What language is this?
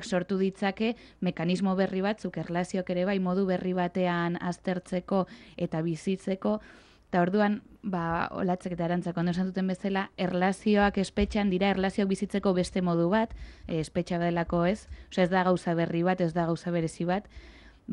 Basque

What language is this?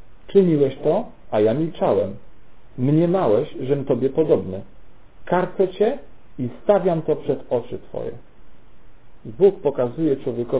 Polish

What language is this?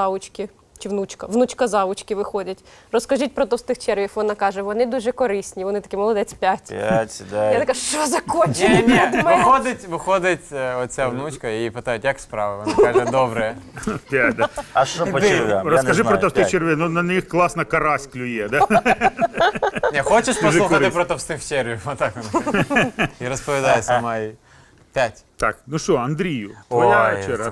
Ukrainian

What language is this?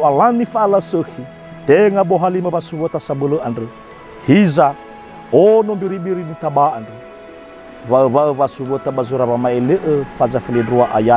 Nias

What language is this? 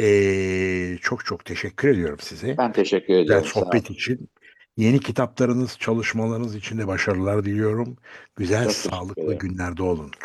Turkish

